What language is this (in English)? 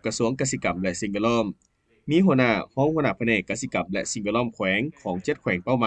Lao